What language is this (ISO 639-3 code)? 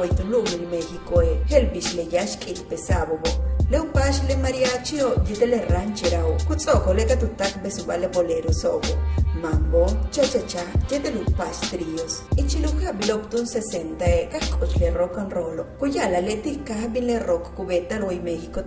yua